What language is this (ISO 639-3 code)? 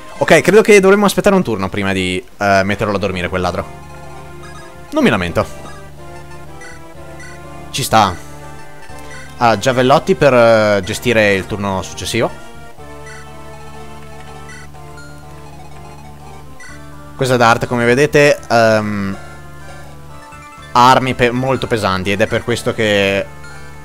ita